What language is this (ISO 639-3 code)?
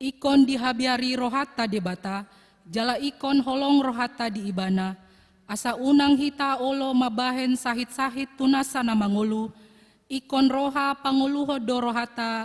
bbc